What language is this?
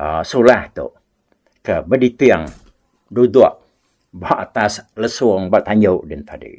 Iban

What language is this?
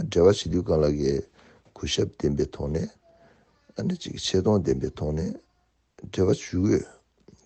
Tibetan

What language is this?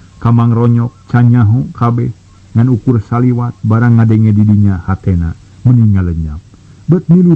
Sundanese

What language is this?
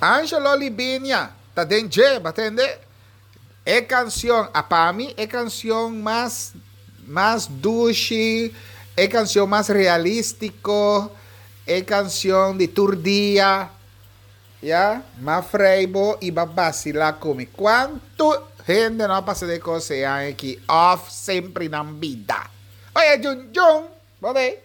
Papiamento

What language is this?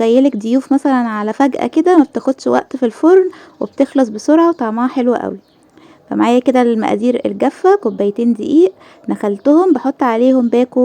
Egyptian Arabic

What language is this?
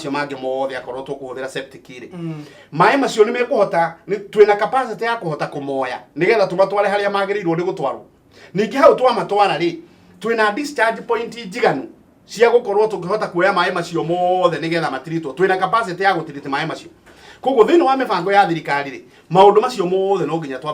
Kikuyu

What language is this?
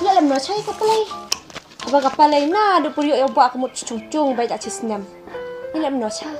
Khasi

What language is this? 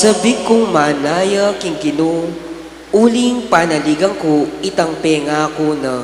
Pampanga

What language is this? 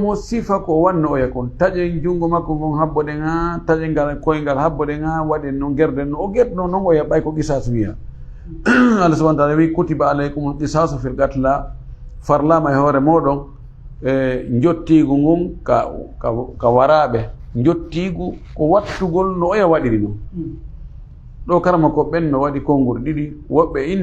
Fula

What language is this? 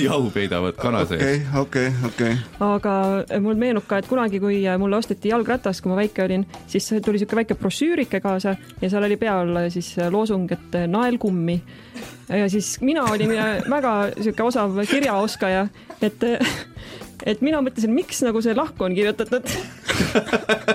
Estonian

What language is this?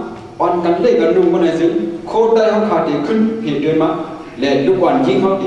Shan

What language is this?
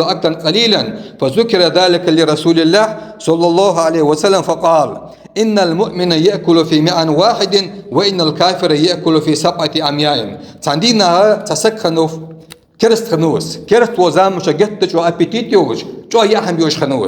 Ingush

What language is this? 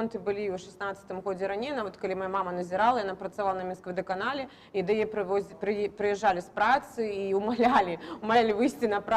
Belarusian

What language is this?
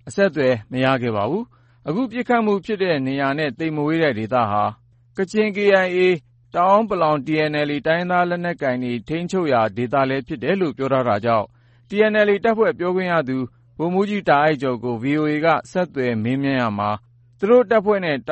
Burmese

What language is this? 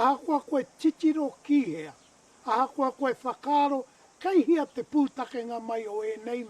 Māori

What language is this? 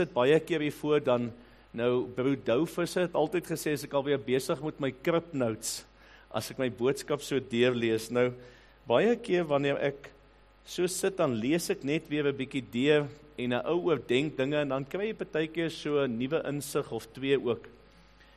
Afrikaans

